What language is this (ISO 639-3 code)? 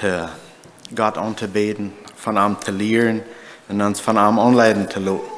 pdt